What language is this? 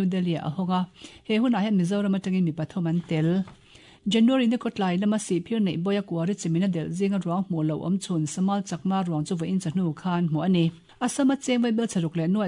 Mizo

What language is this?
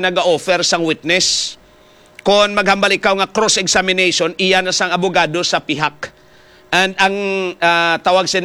Hiligaynon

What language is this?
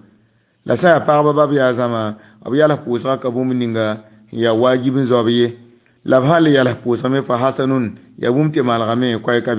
Mossi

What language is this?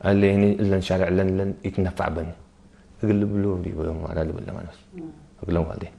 Tigre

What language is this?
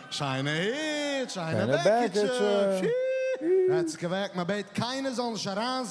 Yiddish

